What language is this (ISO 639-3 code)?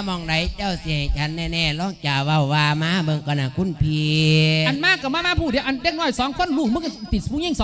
lao